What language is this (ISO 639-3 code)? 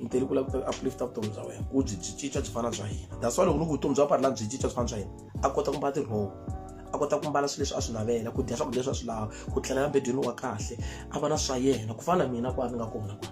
tso